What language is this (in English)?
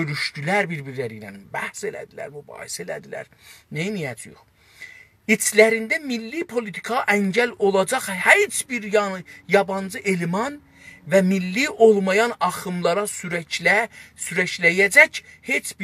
South Azerbaijani